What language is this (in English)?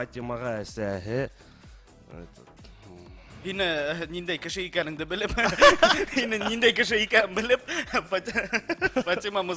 Bashkir